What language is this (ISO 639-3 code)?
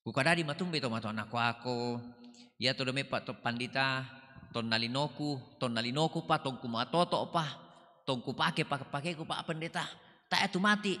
sda